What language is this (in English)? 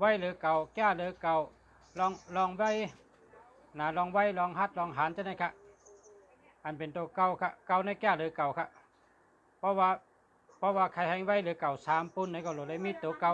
Shan